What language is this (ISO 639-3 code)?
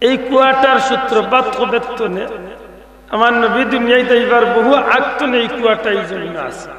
syl